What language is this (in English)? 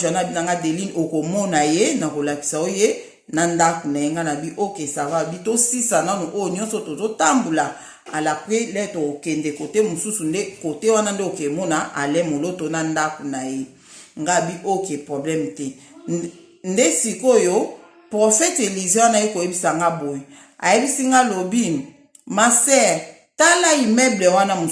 Lingala